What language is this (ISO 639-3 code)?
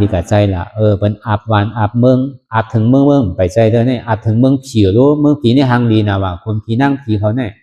shn